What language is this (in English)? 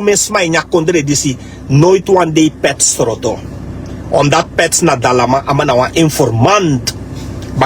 Sranan Tongo